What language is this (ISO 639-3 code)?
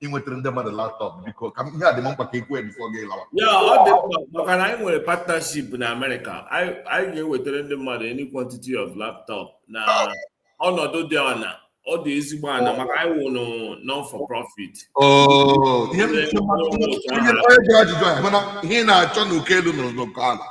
ibo